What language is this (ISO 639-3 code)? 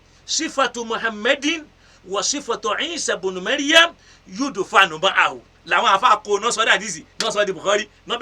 yor